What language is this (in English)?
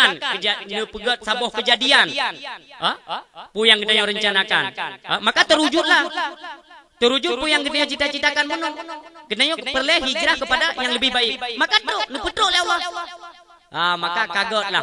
Achinese